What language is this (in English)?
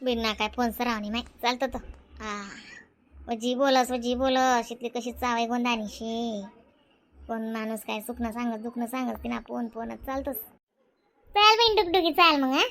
Khandesi